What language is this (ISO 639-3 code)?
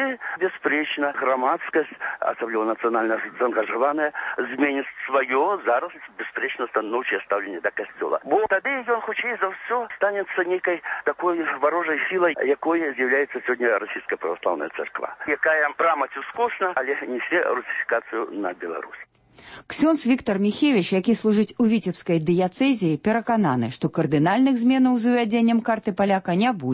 bel